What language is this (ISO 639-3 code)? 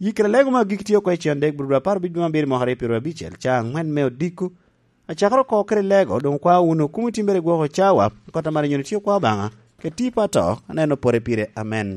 laj